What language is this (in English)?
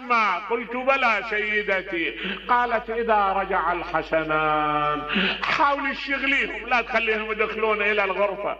Mesopotamian Arabic